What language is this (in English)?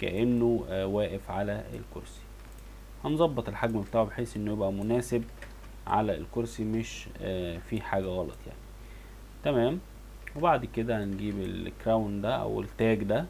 Egyptian Arabic